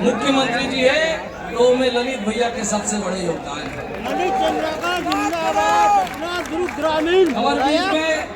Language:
Chhattisgarhi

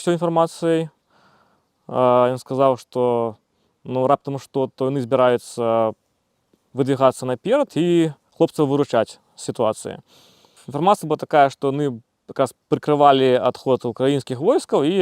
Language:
Belarusian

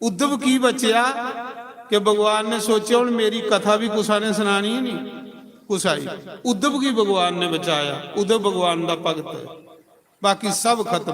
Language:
Dogri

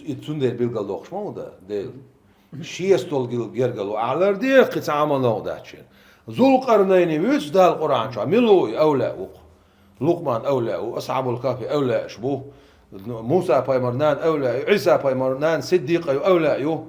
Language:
Chechen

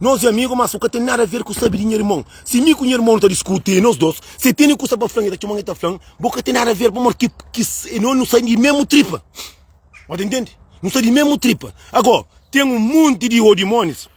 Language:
Kabuverdianu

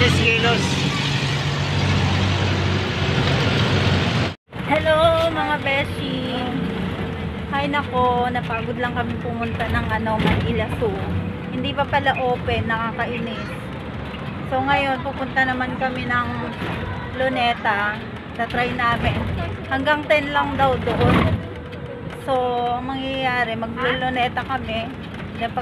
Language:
Filipino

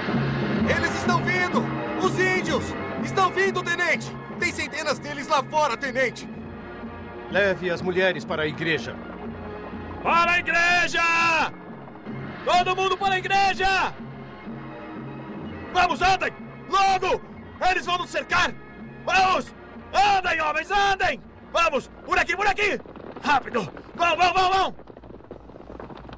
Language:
Portuguese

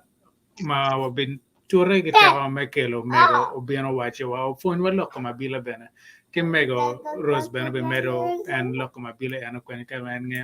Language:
Acoli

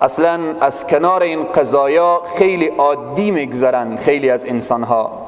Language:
Persian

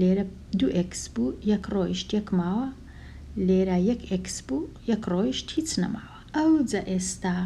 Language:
Central Kurdish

